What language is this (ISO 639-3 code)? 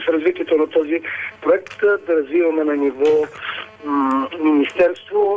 bul